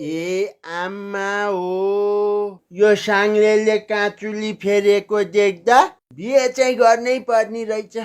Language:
Nepali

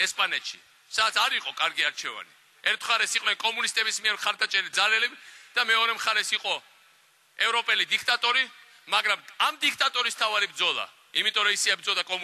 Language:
Georgian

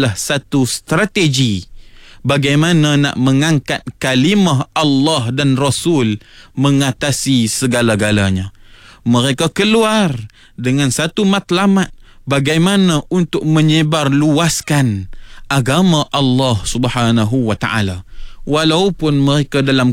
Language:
Malay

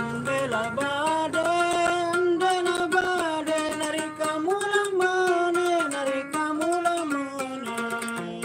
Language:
Sasak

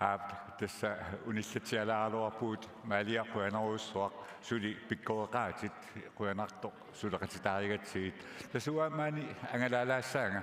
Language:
Kalaallisut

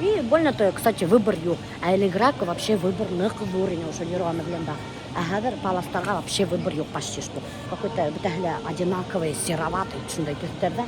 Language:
Bashkir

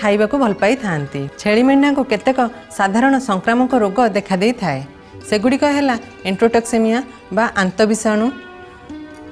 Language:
Odia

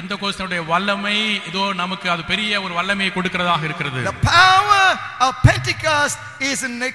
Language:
Tamil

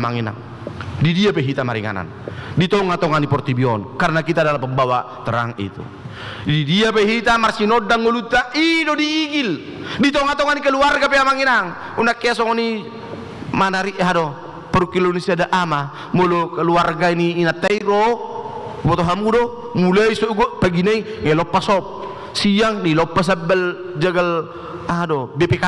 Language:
Batak Toba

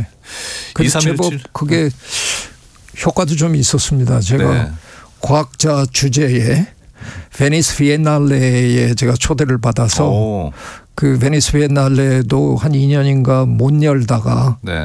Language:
Korean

